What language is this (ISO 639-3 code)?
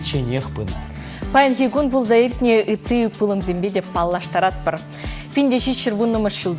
chv